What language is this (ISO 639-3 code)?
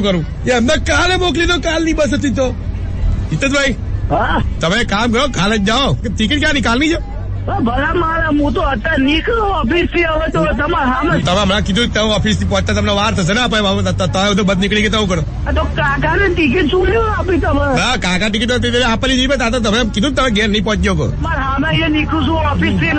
guj